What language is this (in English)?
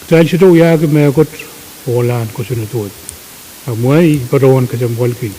Pohnpeian